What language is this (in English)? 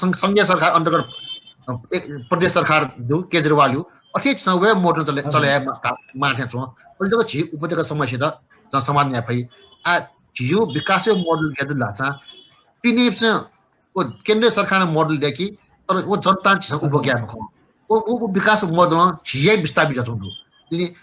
Newari